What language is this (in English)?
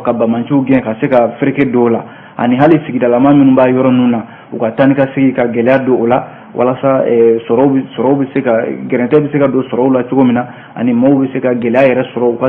Bambara